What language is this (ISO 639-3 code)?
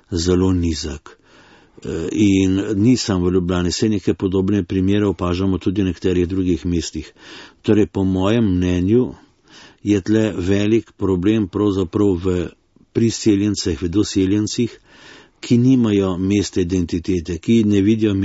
slv